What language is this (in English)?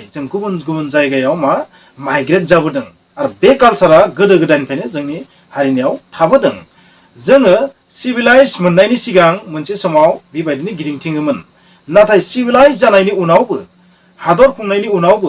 Bodo